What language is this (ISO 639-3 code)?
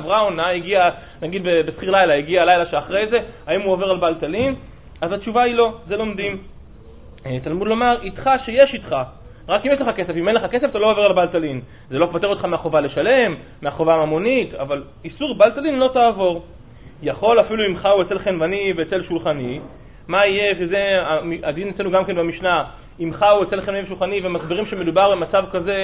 heb